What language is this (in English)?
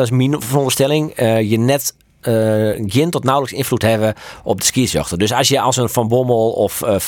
Western Frisian